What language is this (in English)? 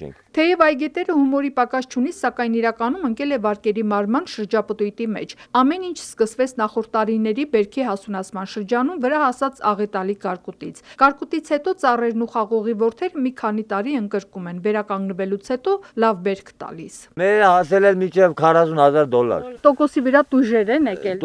Armenian